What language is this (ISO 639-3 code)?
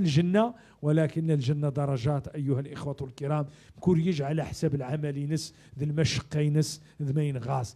ary